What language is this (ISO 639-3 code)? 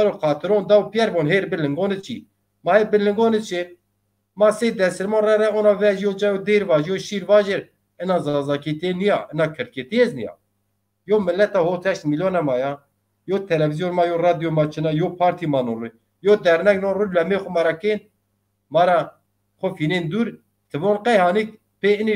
zza